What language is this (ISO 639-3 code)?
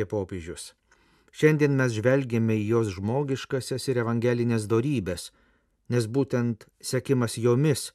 lit